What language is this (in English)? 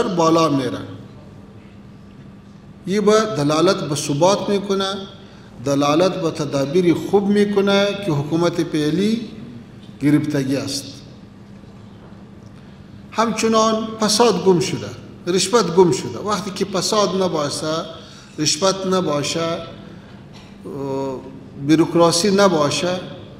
Persian